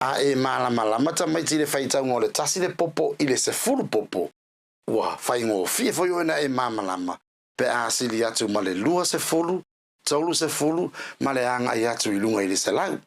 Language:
Samoan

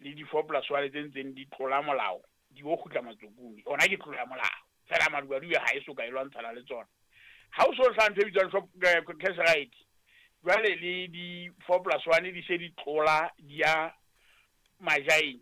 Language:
Southern Sotho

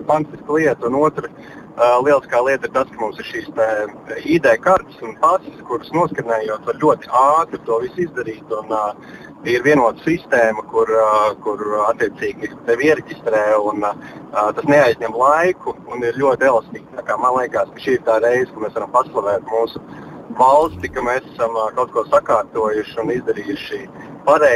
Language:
Latvian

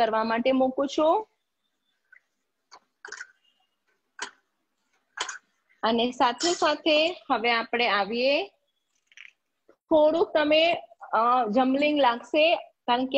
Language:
Gujarati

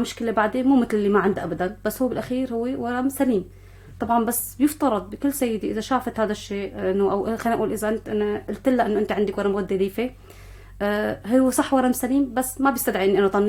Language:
North Levantine Arabic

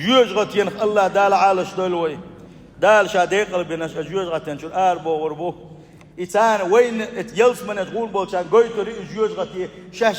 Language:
Chechen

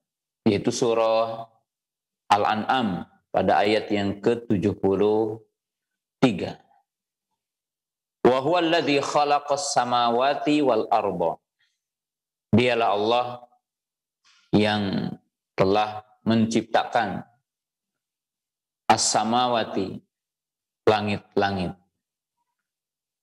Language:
Indonesian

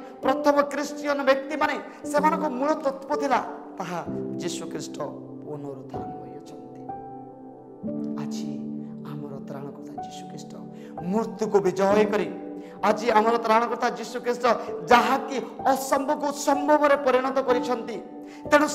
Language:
Odia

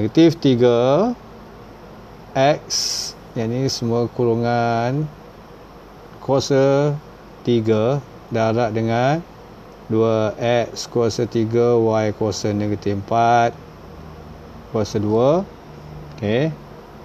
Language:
Malay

